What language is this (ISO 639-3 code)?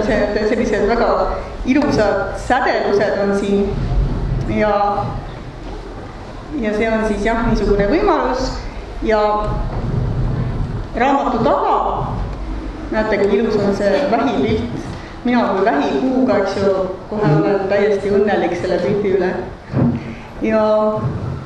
est